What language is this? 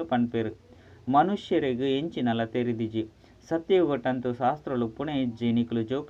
Tulu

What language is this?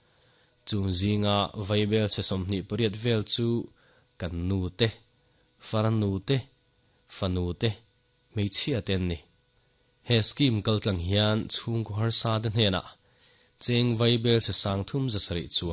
Mizo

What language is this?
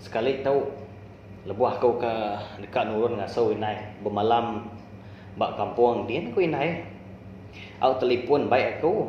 Iban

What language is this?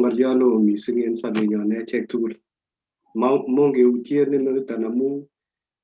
Kalenjin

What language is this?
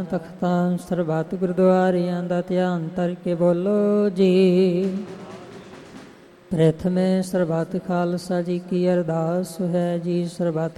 Punjabi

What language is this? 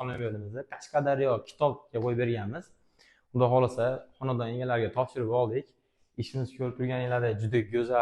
Uzbek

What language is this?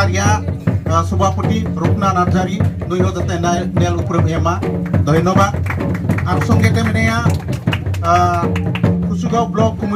Santali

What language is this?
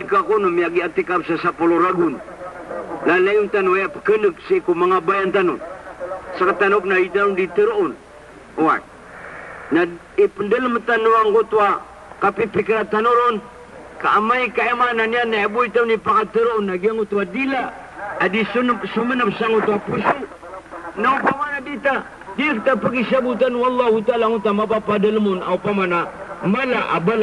Maranao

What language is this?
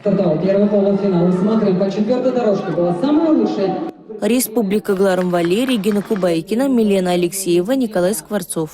Chuvash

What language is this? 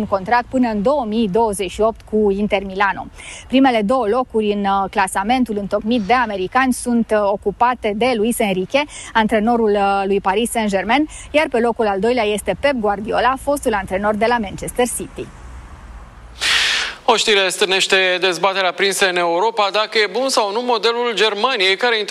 Romanian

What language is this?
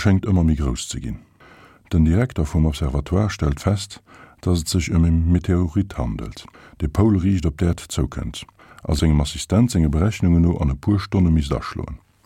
Luxembourgish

